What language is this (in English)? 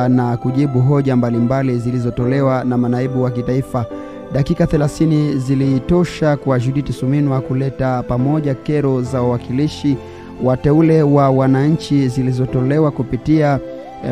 Swahili